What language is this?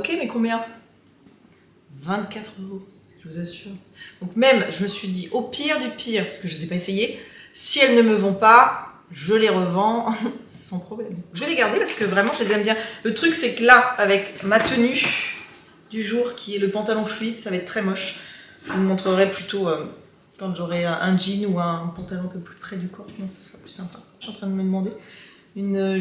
French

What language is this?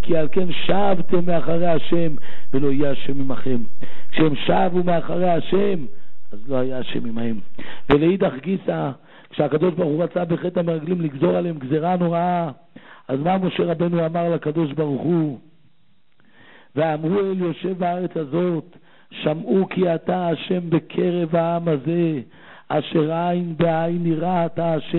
Hebrew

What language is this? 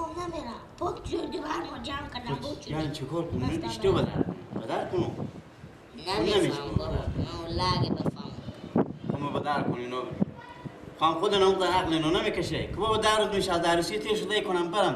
Persian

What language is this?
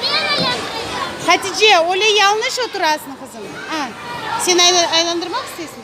Crimean Tatar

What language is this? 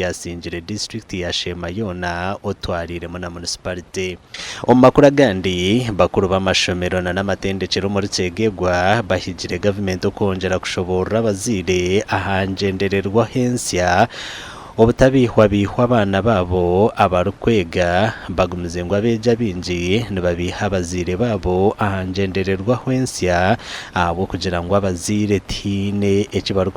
Nyankole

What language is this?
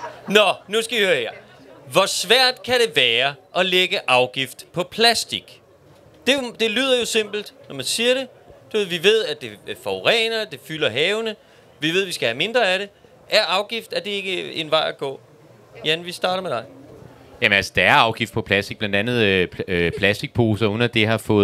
Danish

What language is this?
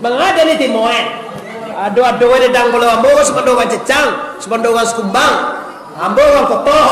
Minangkabau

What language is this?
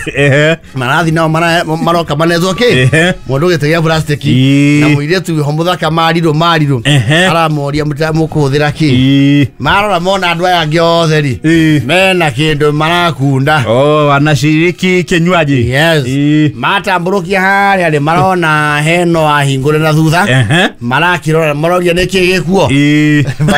Kikuyu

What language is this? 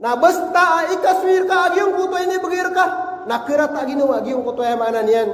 Maranao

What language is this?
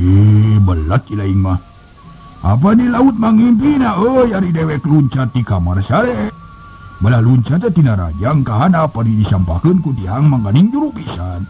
Sundanese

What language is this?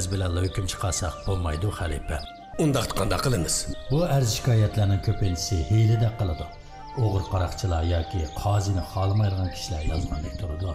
Uyghur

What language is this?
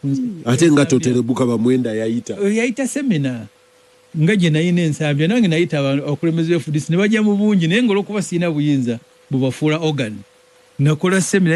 Ganda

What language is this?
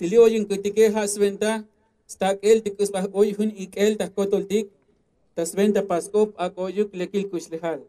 Tzotzil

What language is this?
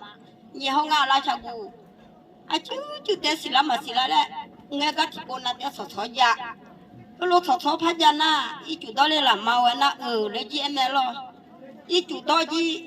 Akha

